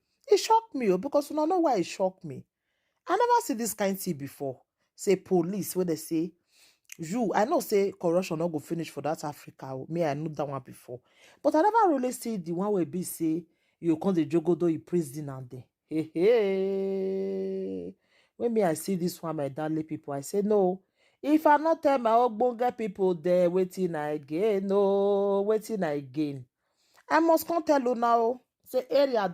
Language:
Nigerian Pidgin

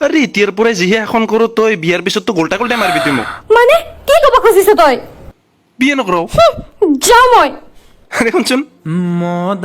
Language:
Assamese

